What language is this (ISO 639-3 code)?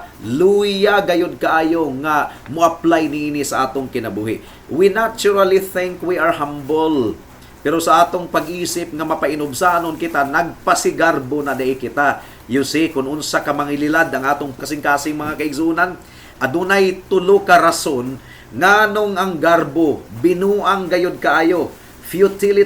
ceb